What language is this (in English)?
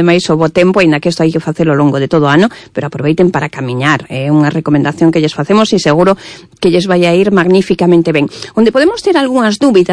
Galician